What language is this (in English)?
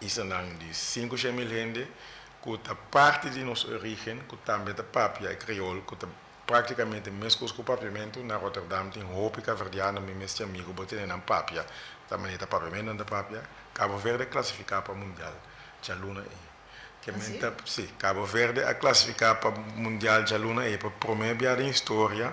Papiamento